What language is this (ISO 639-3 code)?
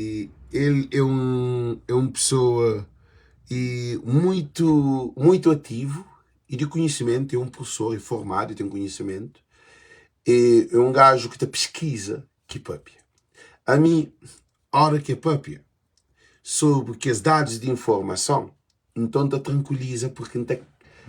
kea